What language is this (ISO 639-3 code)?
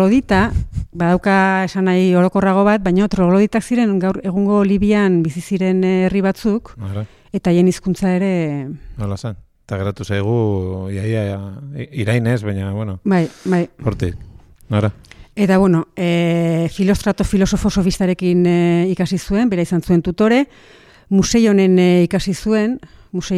eus